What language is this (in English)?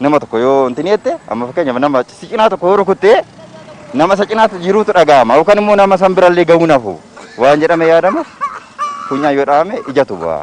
Oromo